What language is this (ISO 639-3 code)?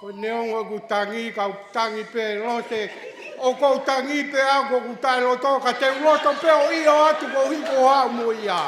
ton